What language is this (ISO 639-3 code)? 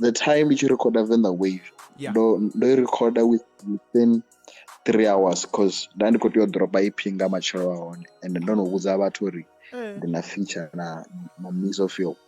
ven